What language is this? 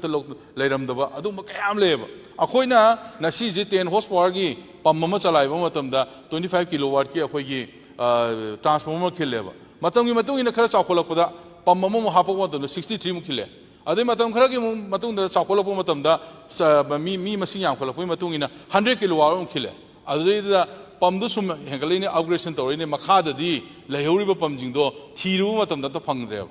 Manipuri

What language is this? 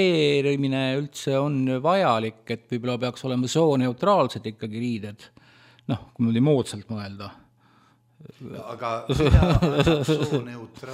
Estonian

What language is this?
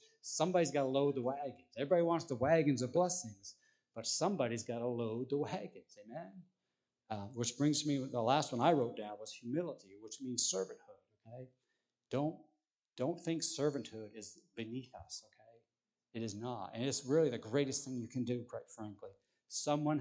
English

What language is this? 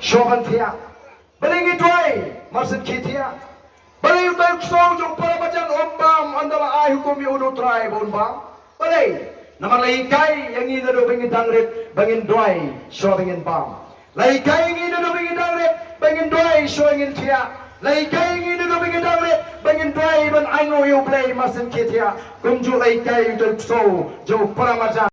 Khasi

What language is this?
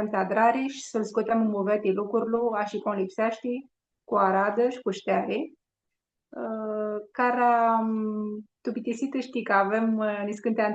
Aromanian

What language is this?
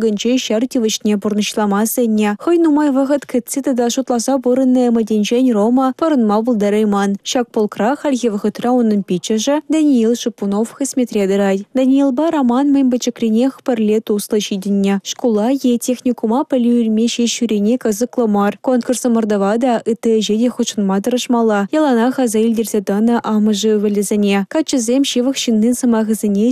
Chuvash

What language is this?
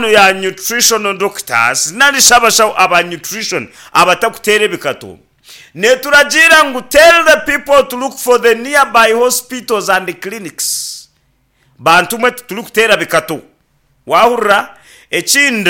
Nyankole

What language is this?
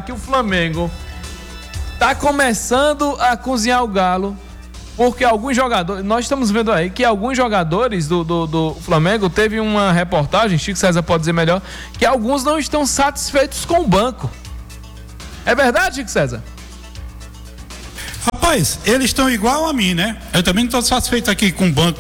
Portuguese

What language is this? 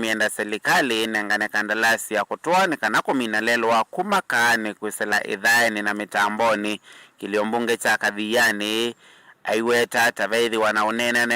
Kamba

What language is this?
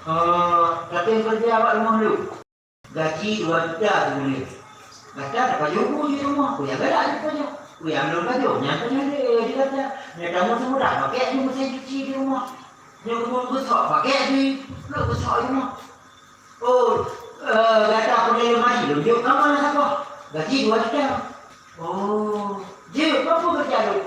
Achinese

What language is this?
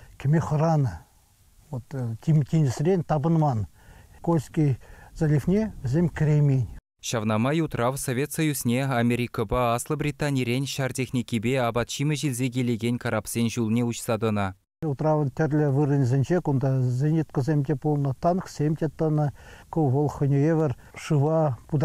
Chuvash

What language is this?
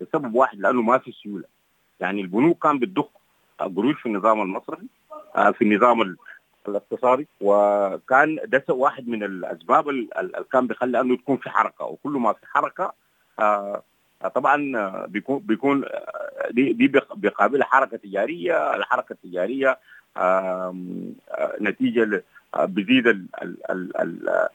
Sudanese Arabic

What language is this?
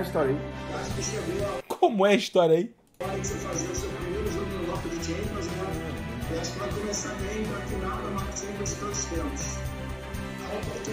Portuguese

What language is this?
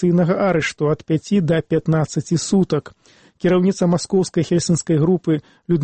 Belarusian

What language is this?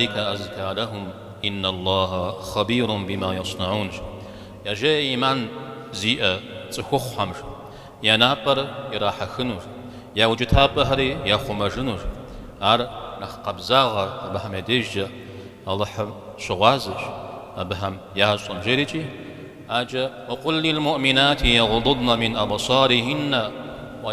Kabardian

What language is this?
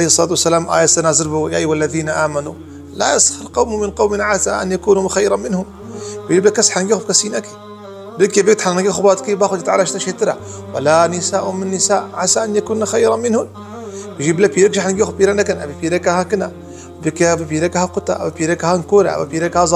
Kurdish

